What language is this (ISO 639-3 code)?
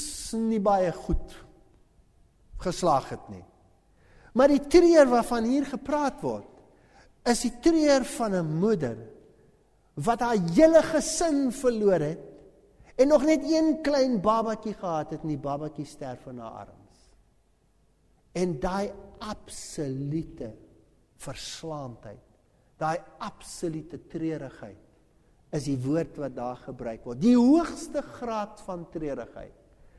afr